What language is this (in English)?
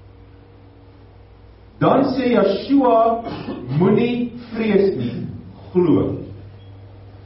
Afrikaans